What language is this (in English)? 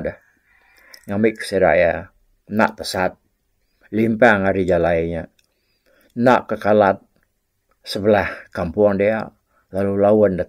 Iban